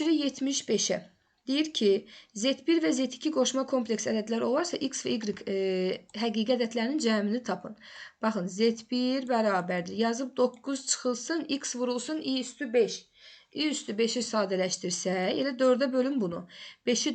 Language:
Azerbaijani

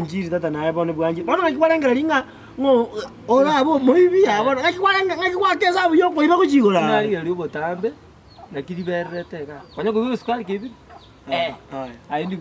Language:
Gusii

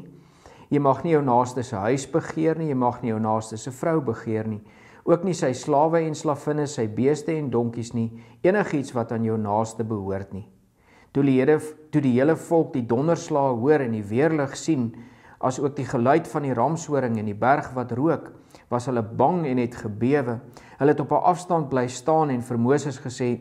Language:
Afrikaans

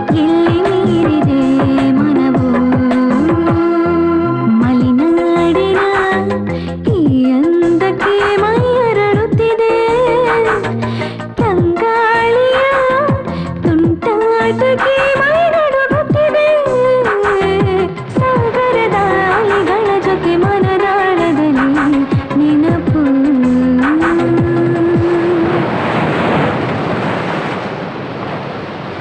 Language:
Kannada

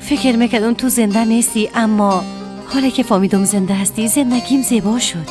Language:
Persian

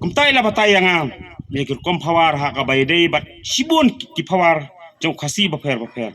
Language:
Khasi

